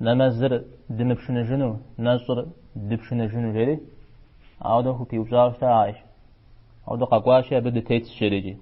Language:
Kabardian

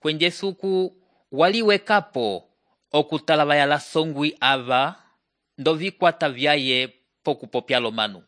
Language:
Umbundu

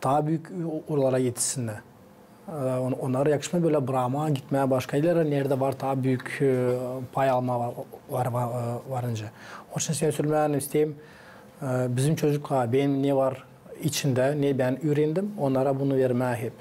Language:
Gagauz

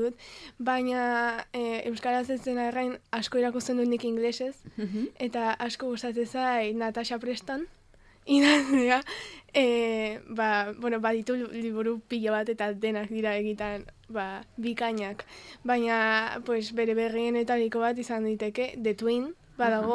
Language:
Basque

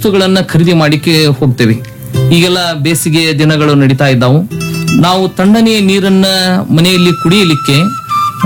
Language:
Kannada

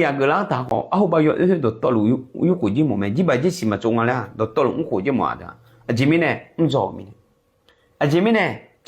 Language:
Akha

